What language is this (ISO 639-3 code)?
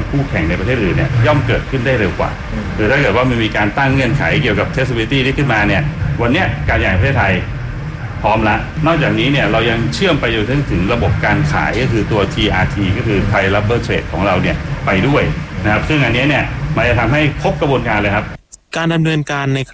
tha